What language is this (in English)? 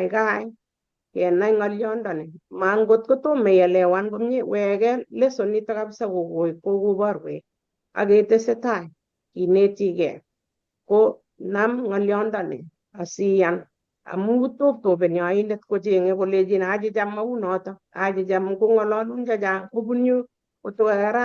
Kalenjin